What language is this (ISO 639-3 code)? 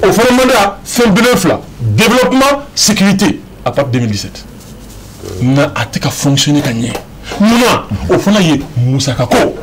bam